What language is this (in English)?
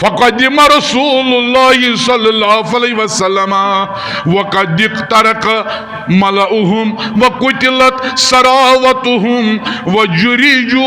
Kashmiri